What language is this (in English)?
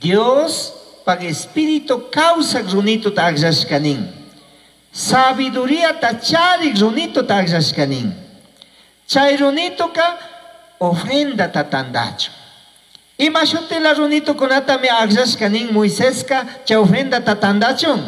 Chimborazo Highland Quichua